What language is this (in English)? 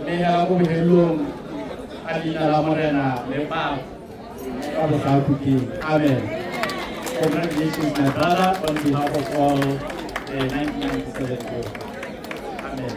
Tswana